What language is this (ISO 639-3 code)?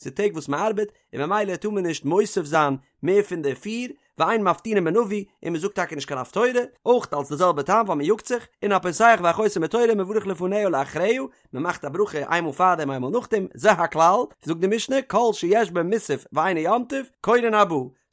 yid